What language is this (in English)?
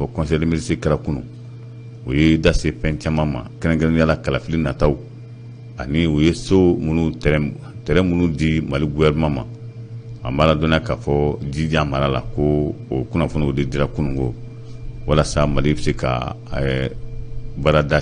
Bambara